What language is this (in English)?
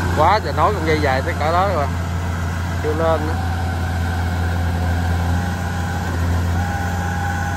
Vietnamese